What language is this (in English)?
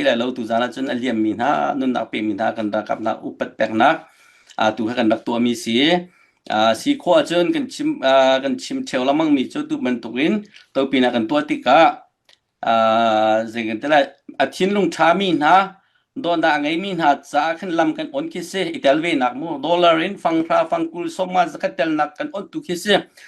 Hakha Chin